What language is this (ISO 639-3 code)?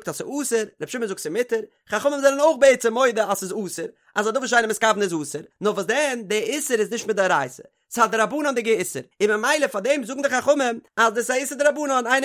yid